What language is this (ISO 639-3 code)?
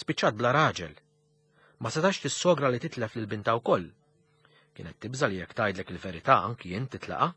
mlt